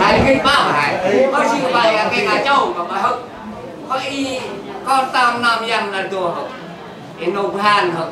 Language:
Central Mnong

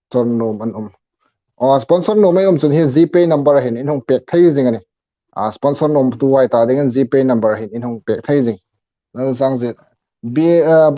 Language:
Hmar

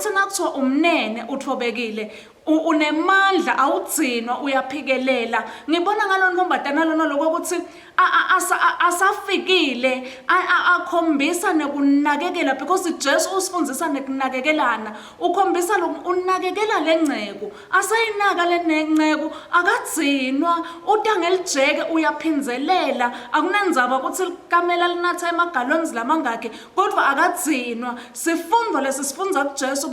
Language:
Swati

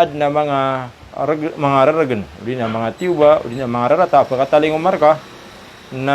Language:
Maranao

